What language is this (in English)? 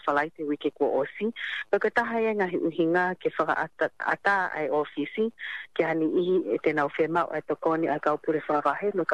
Tongan